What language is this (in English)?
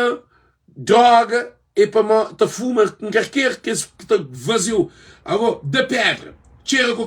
Kabuverdianu